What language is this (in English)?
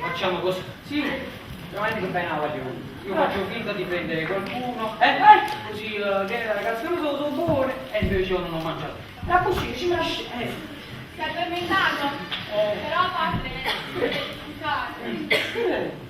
Neapolitan